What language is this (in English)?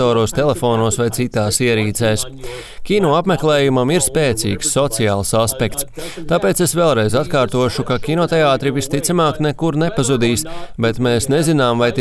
Latvian